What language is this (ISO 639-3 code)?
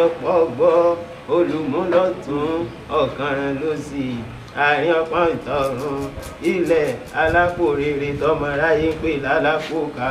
yor